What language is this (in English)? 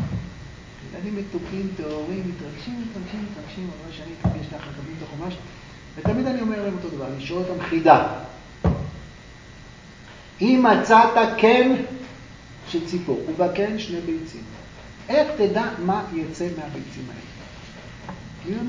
Hebrew